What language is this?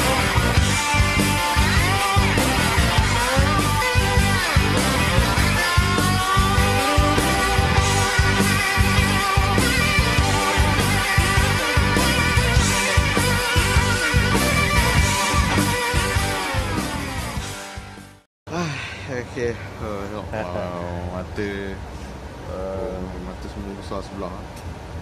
Malay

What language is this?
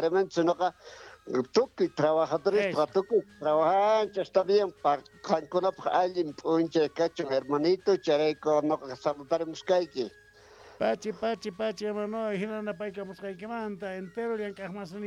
Quechua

